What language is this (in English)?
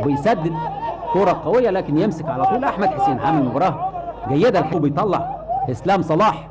Egyptian Arabic